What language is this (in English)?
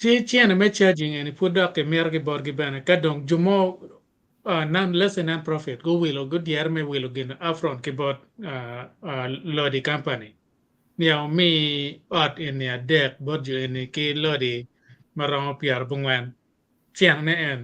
Acoli